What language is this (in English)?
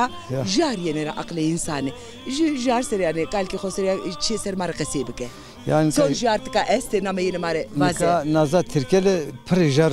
Zaza